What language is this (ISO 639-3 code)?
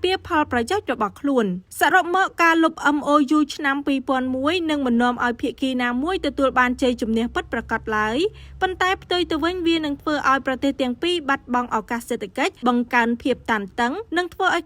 khm